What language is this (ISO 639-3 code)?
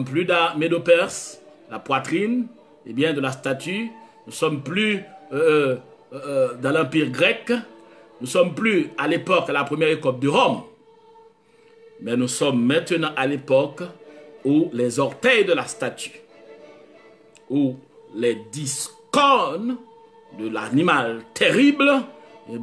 fra